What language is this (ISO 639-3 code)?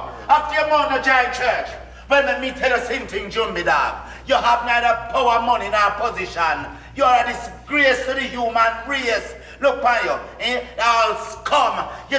jam